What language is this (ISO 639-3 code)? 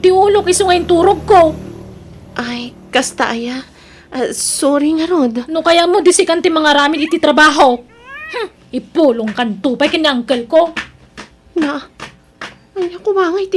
ilo